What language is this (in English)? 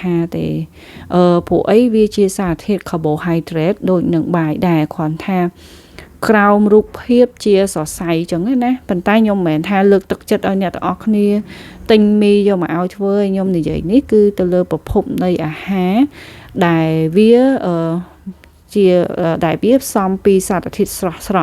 Khmer